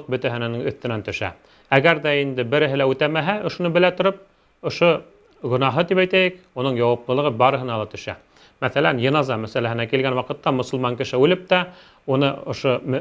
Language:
Bashkir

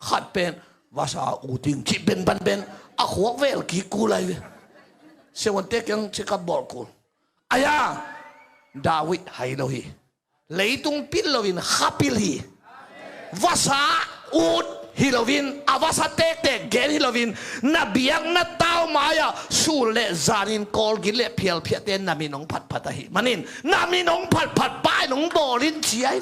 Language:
Tedim Chin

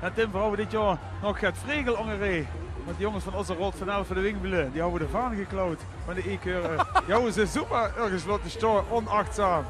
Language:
Limburgish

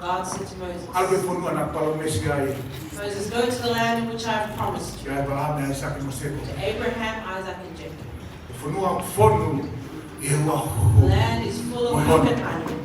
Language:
Tongan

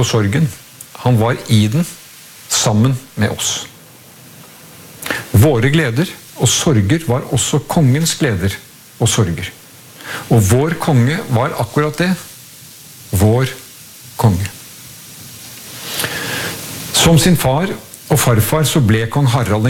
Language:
Norwegian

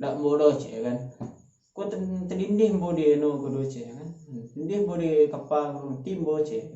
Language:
Minangkabau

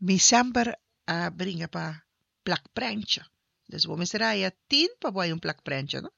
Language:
Papiamento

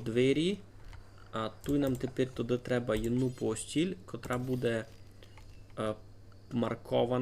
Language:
Rusyn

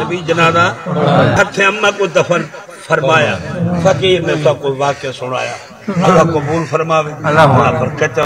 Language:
Saraiki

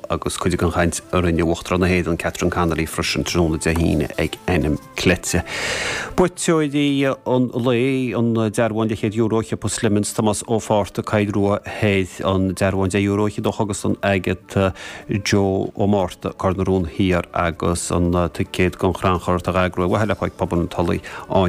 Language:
Irish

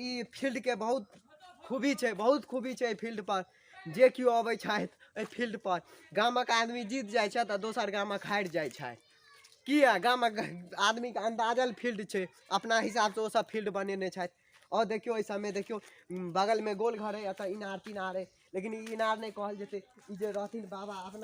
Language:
Maithili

